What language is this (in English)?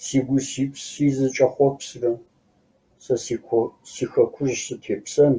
Kabardian